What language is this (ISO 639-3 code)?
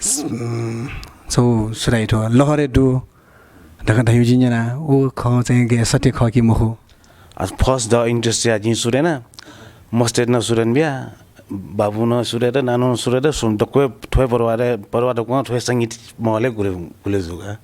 new